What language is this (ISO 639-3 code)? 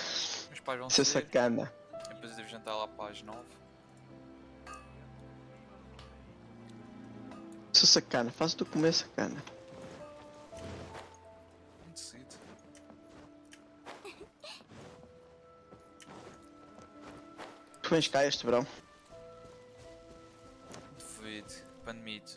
por